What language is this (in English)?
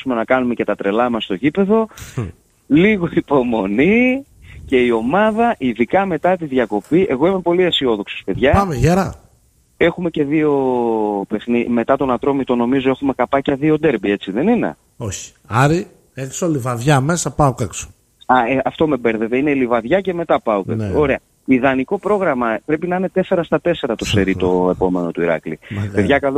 Greek